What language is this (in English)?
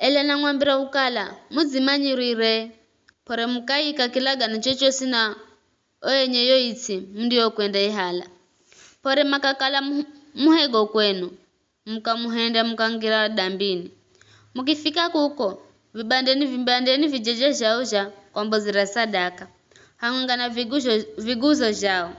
Giryama